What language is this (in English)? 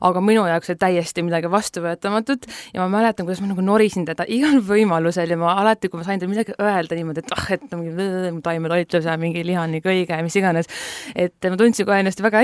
Estonian